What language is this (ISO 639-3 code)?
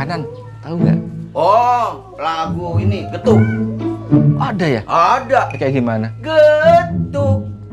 bew